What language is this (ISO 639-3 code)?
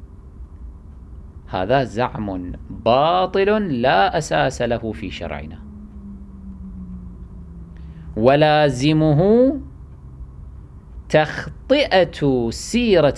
ara